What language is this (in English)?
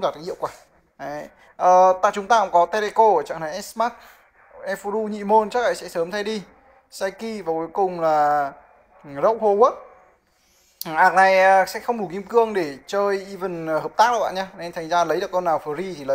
Vietnamese